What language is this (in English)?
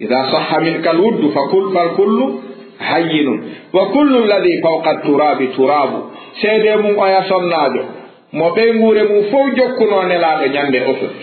Fula